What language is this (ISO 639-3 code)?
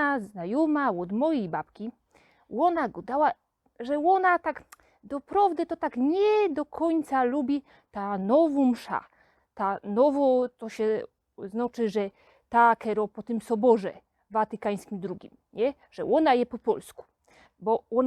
szl